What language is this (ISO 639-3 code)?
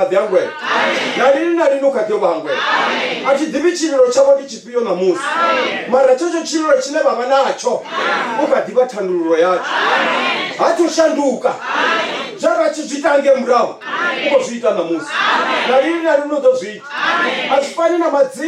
ven